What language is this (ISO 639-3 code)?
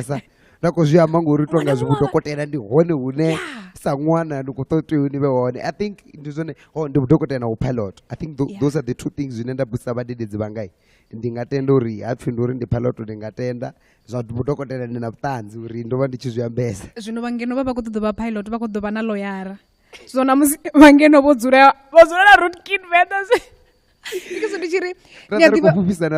ven